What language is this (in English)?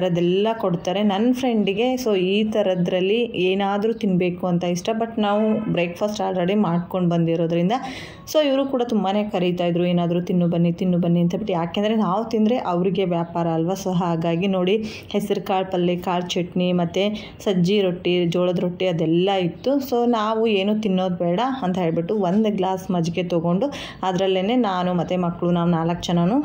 Kannada